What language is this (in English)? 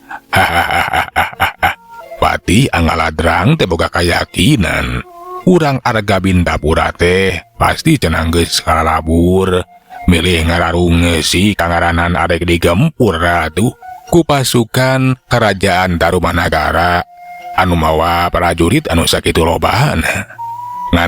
Sundanese